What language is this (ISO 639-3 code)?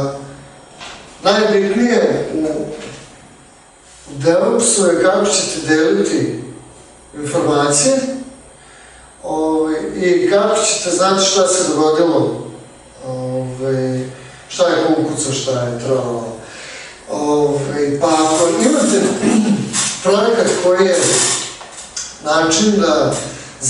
srp